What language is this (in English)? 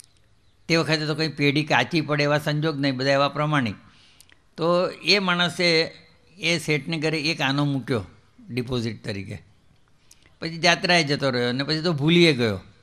Gujarati